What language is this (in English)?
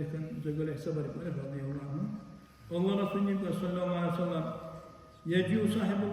Dargwa